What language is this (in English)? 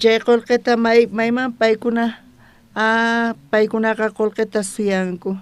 South Bolivian Quechua